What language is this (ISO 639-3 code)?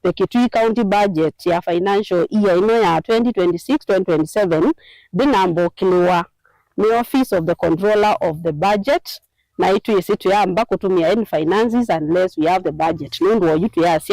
kam